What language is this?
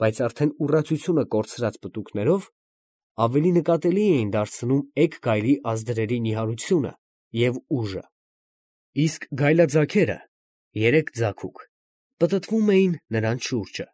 Armenian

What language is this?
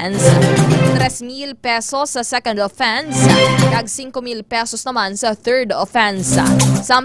Hiligaynon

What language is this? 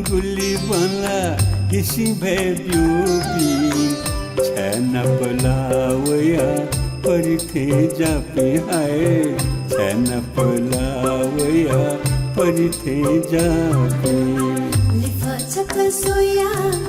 Newari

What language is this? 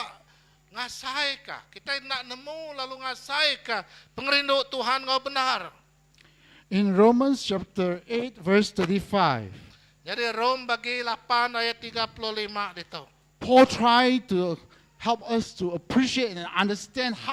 Iban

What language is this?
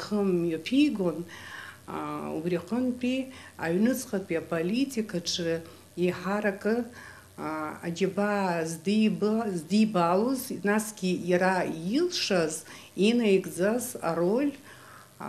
Abkhazian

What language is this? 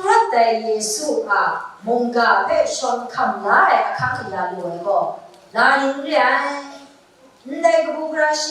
Kachin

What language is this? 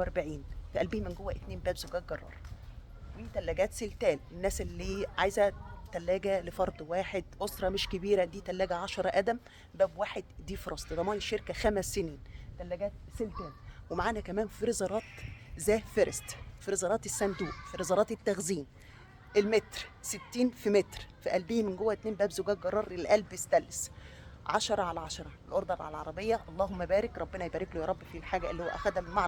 Egyptian Arabic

